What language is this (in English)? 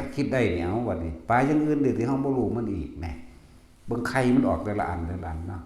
Northeastern Thai